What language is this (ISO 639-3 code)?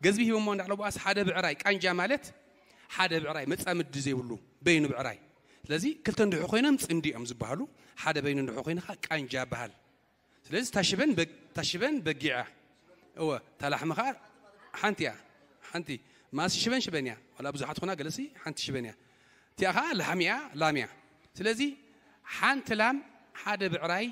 tir